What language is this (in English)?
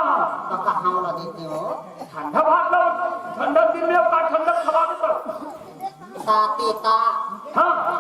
Chhattisgarhi